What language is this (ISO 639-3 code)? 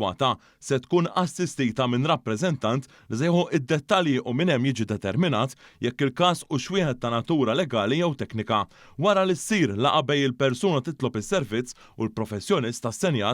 mlt